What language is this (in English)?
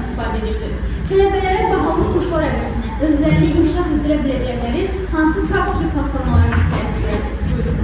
Azerbaijani